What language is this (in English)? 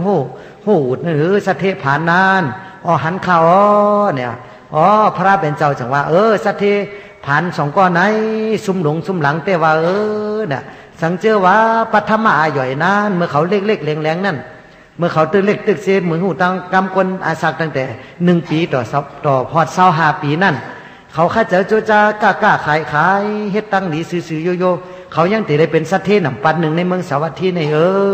Shan